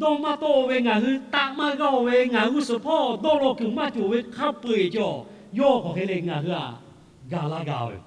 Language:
Lahu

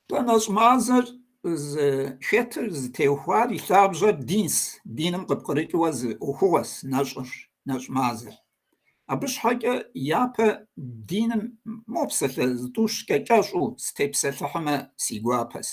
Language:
Kabardian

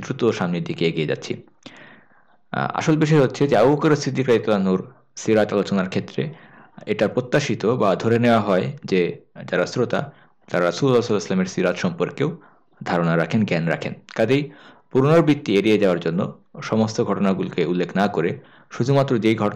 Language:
Bangla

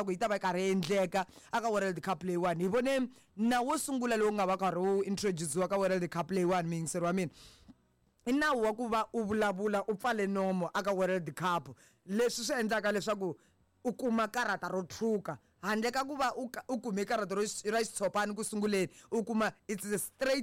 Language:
Tsonga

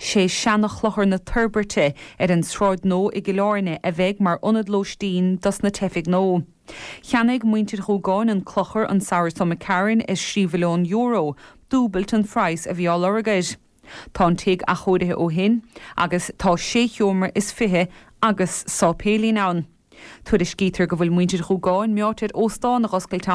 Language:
Irish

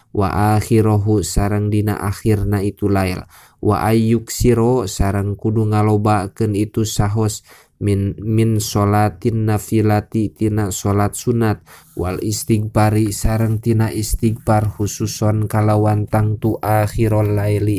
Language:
Sundanese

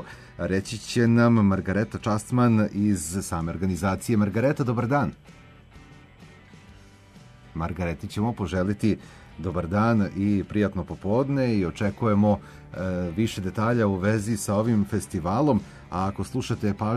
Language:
Serbian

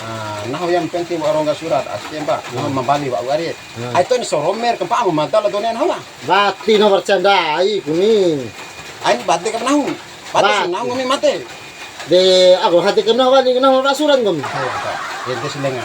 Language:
Bima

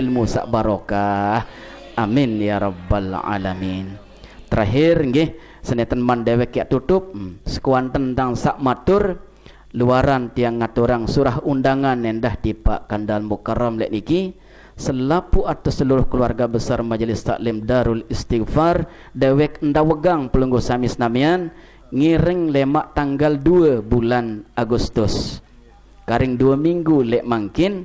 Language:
Sasak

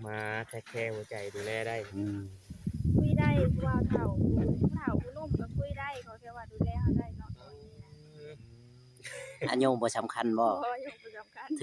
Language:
Northeastern Thai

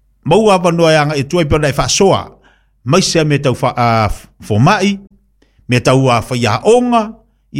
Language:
Samoan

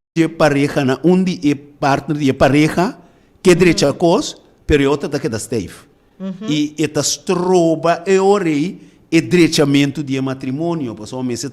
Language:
Papiamento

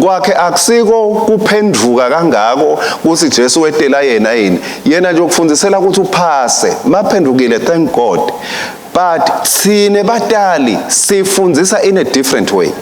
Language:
Swati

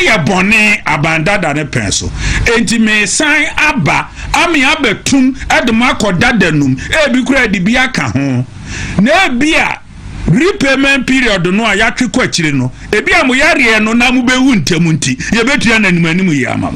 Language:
Akan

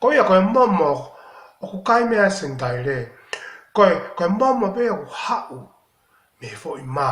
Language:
Tongan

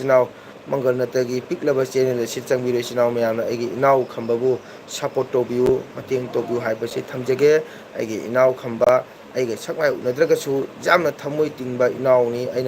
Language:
Manipuri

